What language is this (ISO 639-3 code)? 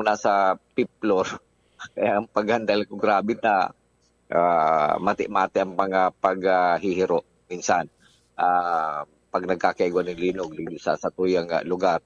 bik